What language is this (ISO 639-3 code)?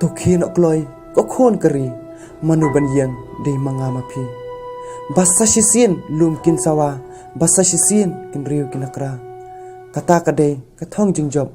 kha